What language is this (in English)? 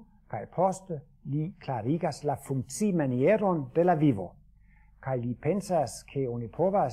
Esperanto